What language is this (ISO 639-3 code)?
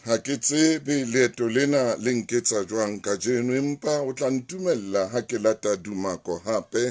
sot